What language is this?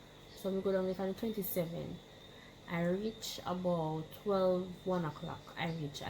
Jamaican Creole English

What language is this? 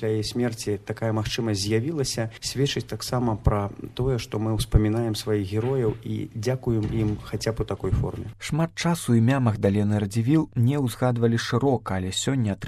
Belarusian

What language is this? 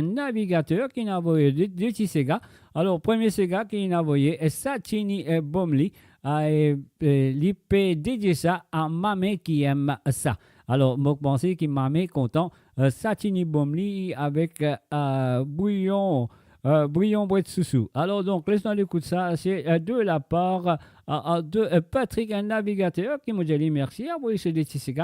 Morisyen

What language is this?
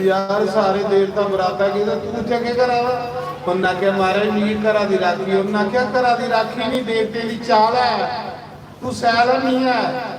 Dogri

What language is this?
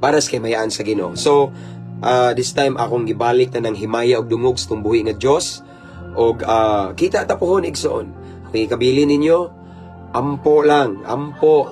Cebuano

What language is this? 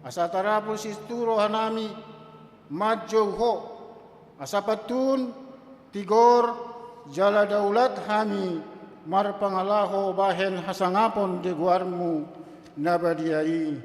Batak Toba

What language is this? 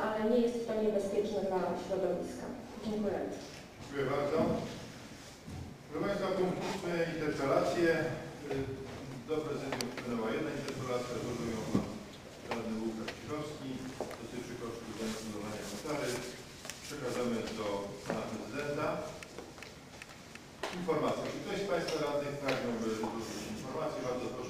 Polish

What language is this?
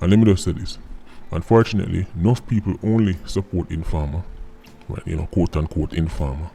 Jamaican Creole English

